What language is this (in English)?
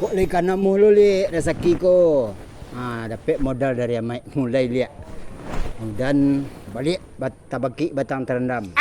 Minangkabau